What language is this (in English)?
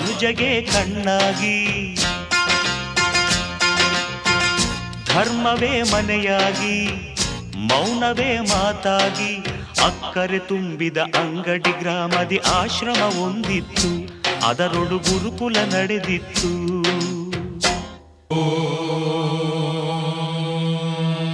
Kannada